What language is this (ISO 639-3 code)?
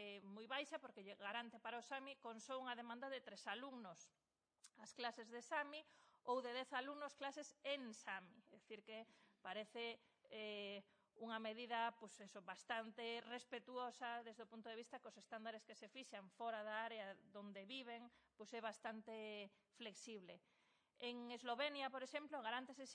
glg